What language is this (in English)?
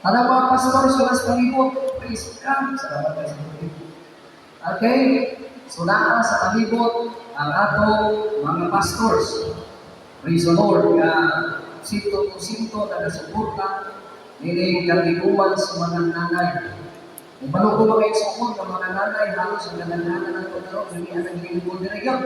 Cebuano